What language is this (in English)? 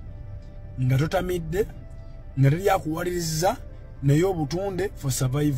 Ganda